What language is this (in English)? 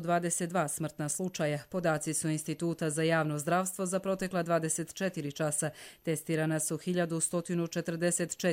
Croatian